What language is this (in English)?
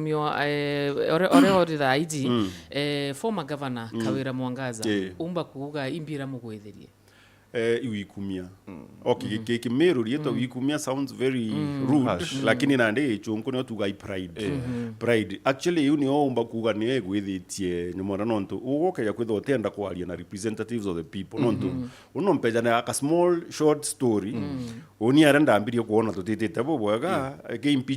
Meru